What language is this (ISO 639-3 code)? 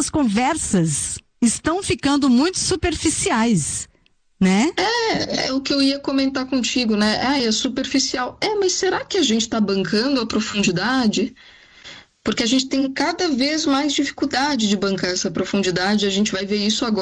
por